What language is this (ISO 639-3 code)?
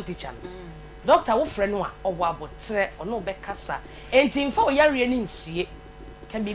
aka